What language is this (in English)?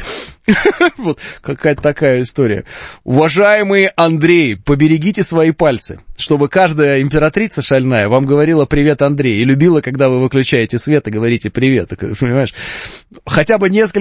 Russian